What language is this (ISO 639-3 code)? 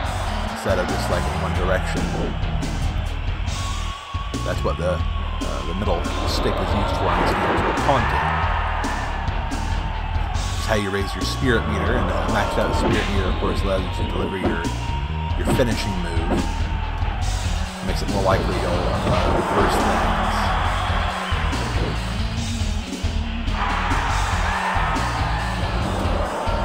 eng